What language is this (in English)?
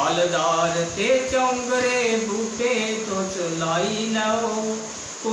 Dogri